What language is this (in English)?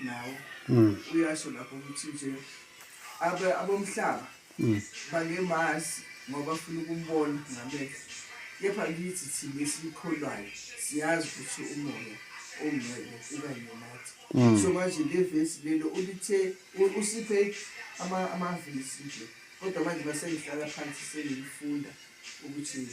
Zulu